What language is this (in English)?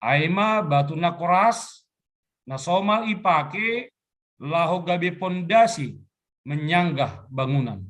Batak Simalungun